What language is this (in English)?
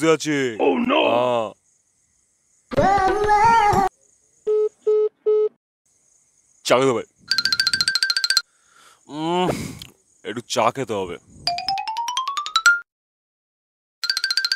Bangla